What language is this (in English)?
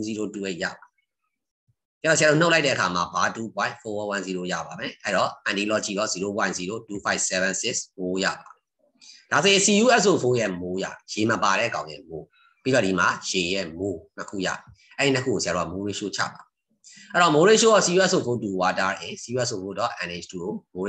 Burmese